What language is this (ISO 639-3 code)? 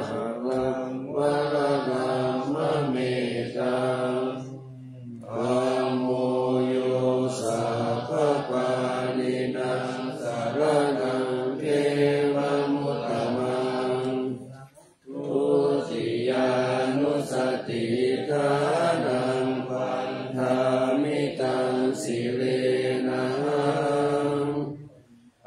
pli